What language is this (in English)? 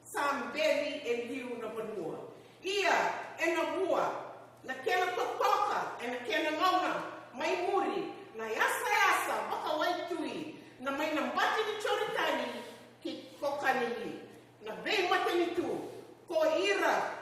Fijian